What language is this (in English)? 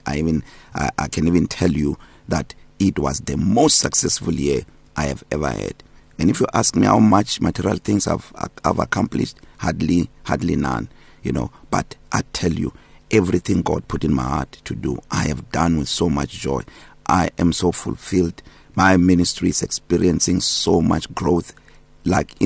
English